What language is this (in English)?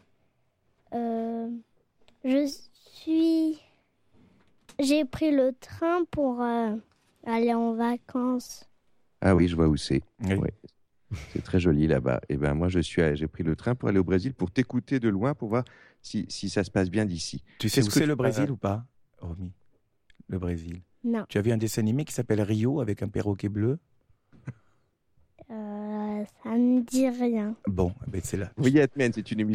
French